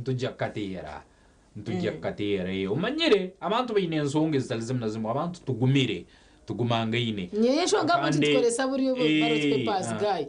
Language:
Nyankole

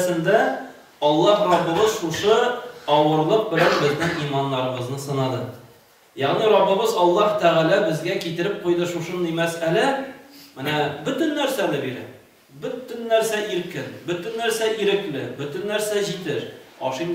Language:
Tatar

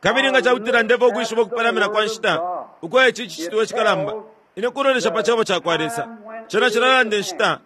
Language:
Bemba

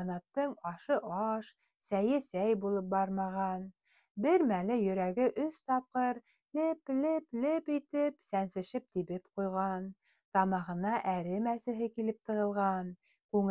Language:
Bashkir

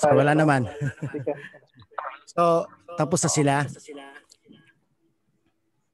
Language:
Filipino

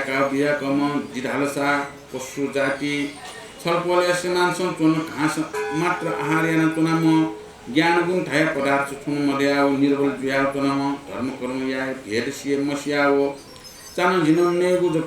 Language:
Newari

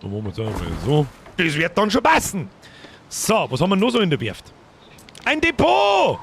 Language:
Bavarian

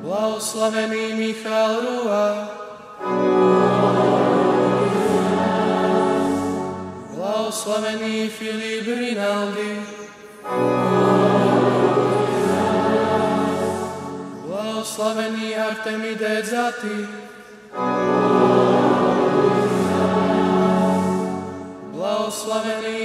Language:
Slovak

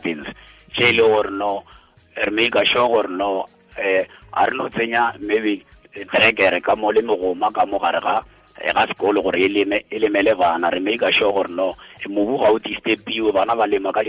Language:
Tswana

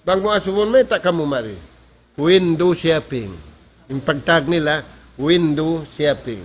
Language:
Tausug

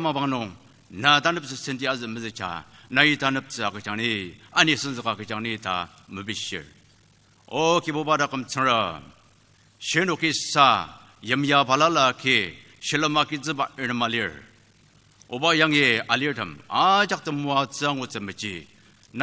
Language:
Ao Naga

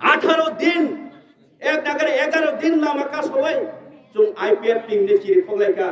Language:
Kok Borok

